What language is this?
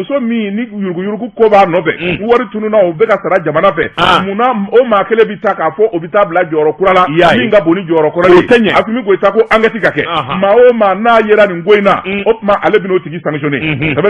Bambara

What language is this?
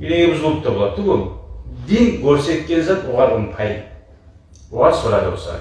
Kumyk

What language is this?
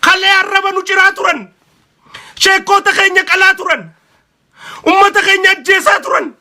Oromo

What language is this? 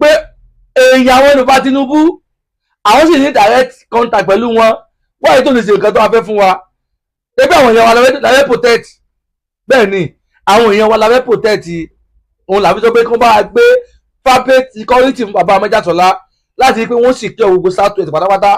Yoruba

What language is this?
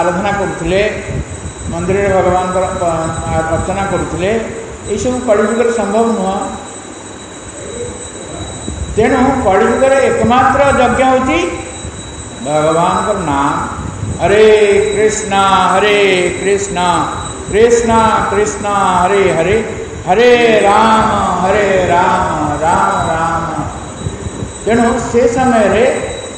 Odia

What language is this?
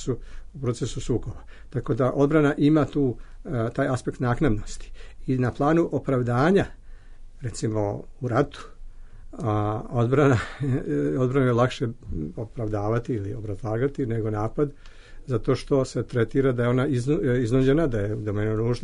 Serbian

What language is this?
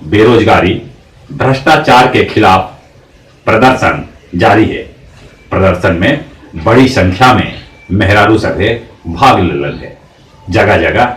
Magahi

